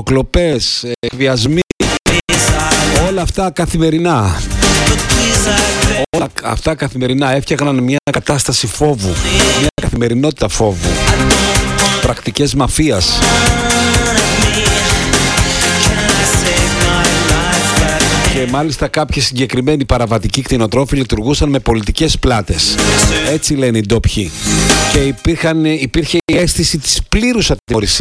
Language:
Greek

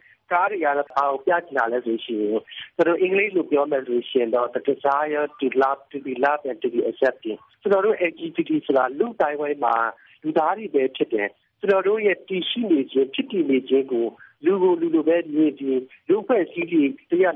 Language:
Burmese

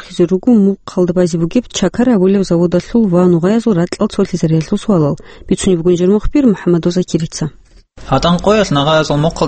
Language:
Avaric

